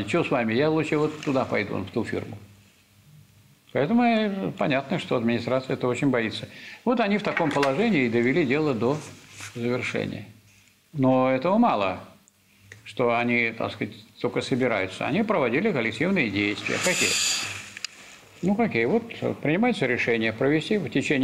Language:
Russian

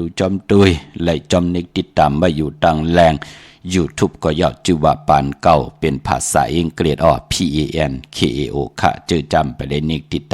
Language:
Shan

